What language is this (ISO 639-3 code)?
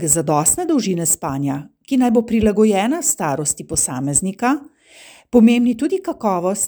slv